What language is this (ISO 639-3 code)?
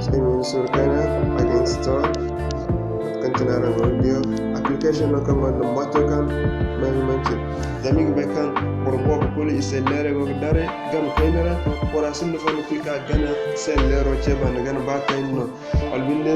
dje